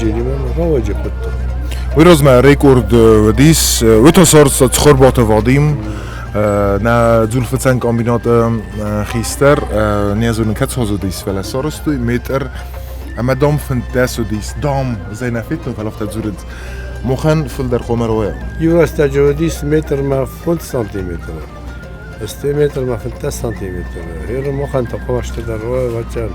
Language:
Ossetic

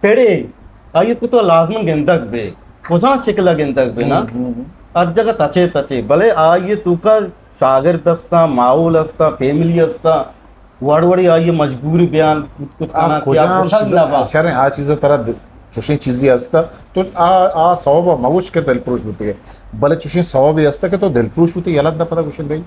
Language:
Eastern Balochi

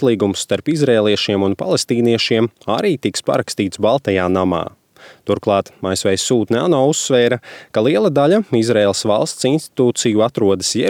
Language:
Latvian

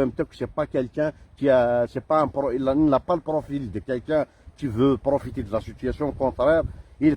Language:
Kabyle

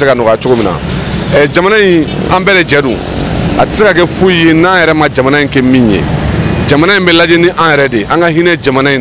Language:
Bambara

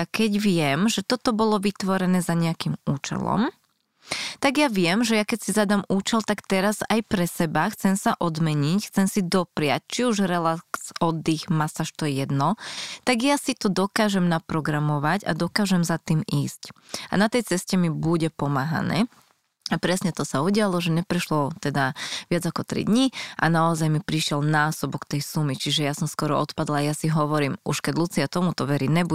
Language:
Slovak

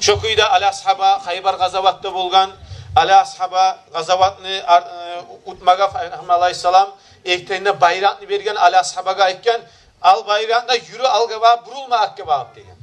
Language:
Kumyk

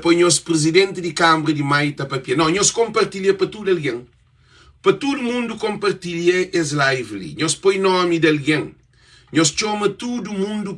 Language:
Kabuverdianu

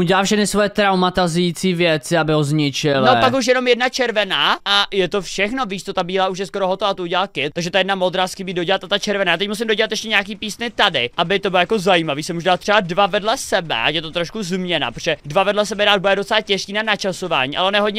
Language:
Czech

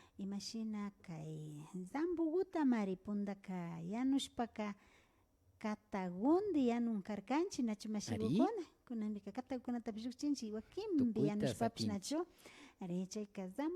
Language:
Imbabura Highland Quichua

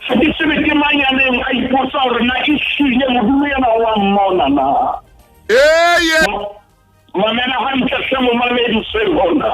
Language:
Southern Sotho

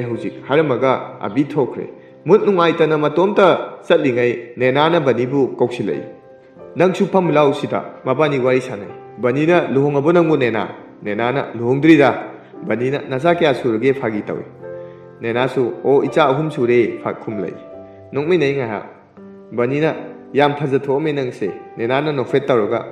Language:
Manipuri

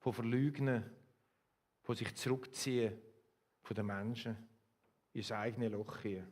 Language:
Swiss German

